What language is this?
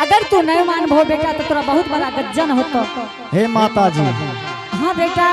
Angika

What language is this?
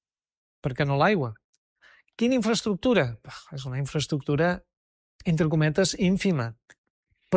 Catalan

